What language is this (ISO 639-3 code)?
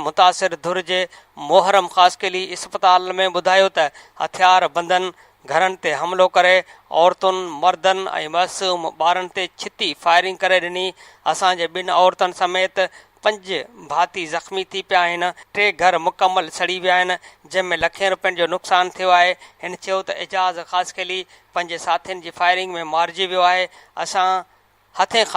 snd